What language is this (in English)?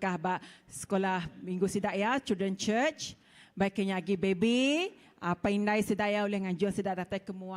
Iban